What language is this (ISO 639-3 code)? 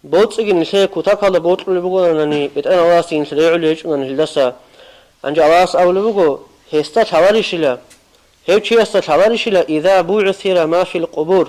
ava